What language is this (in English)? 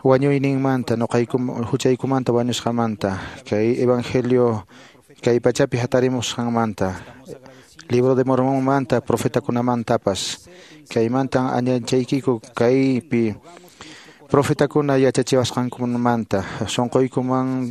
Quechua